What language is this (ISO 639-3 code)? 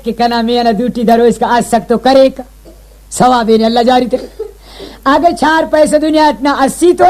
brh